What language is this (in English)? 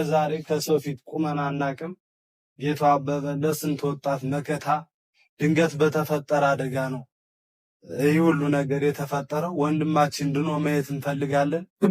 Amharic